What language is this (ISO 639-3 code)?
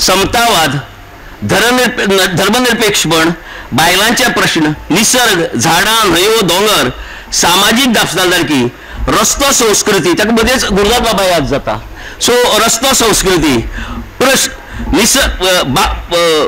kok